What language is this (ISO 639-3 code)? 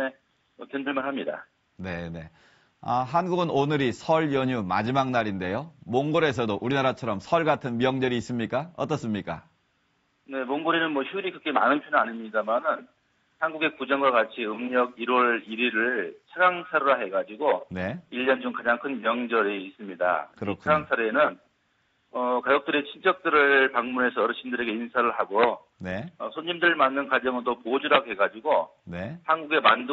kor